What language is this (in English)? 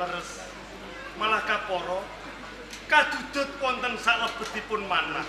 Javanese